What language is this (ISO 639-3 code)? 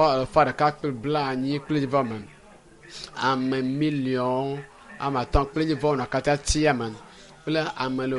ewe